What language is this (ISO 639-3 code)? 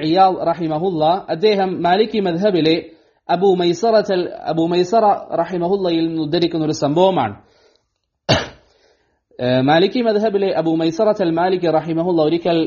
mal